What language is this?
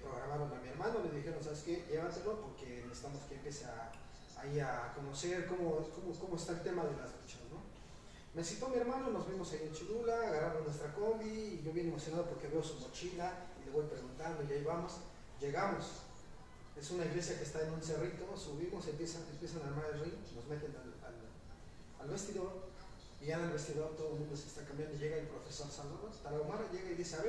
Spanish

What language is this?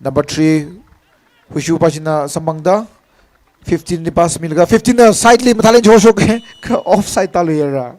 Tangkhul Naga (India)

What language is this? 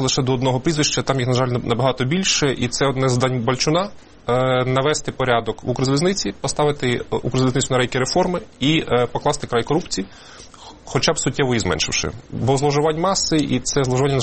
Ukrainian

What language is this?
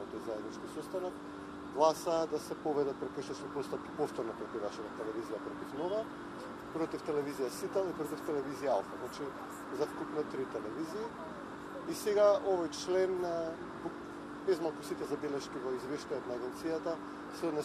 Macedonian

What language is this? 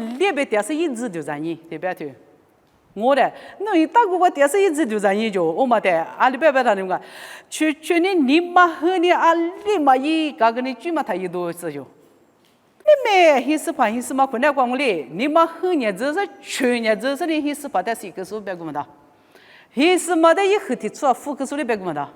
Lisu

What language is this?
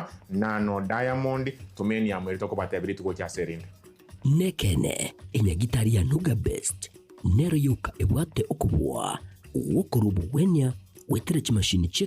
Gusii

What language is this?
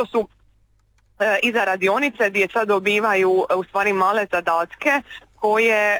Croatian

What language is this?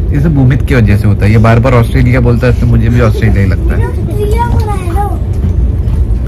Hindi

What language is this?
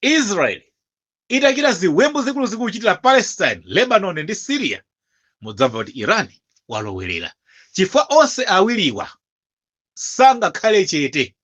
Nyanja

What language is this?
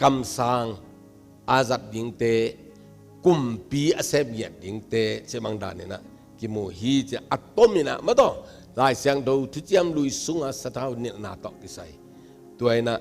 Tedim Chin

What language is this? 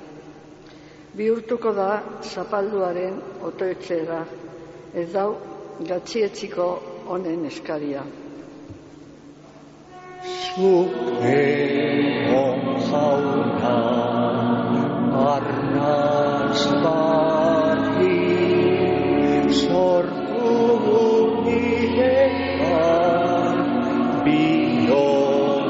Basque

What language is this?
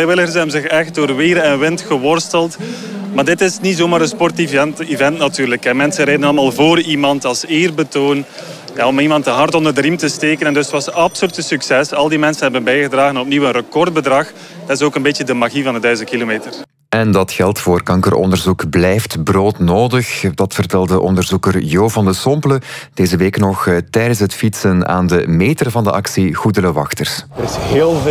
Dutch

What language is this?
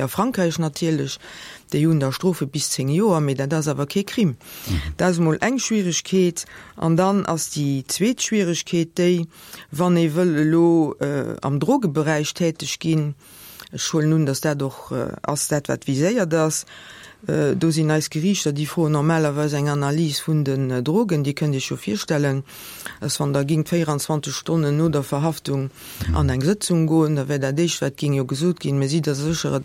Luxembourgish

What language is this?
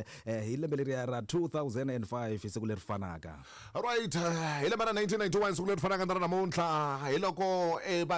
Tsonga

